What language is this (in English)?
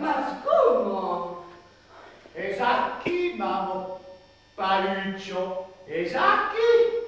Occitan